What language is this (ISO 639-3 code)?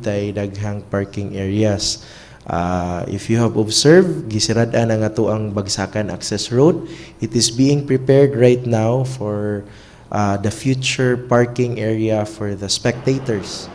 ceb